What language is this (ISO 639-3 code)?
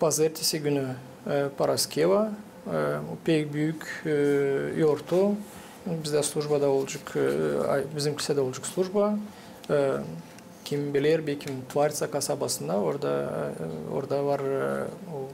gag